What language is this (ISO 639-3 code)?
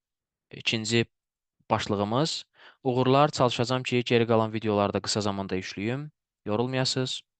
aze